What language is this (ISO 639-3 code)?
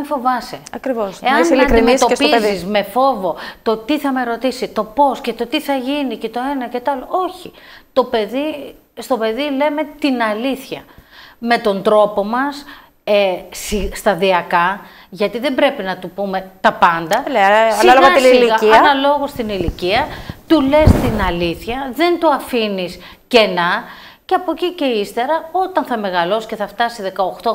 ell